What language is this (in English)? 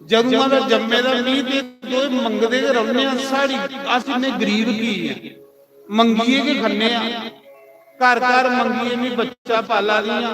Dogri